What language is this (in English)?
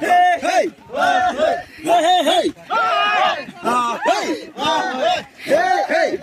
Naga Pidgin